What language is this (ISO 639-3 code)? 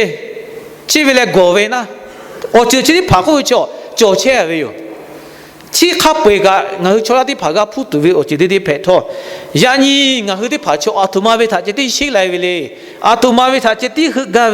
lhu